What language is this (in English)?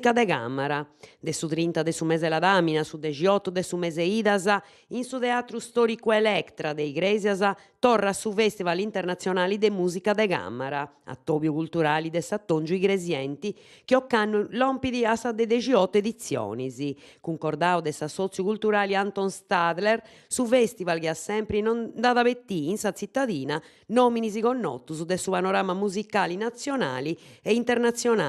Sardinian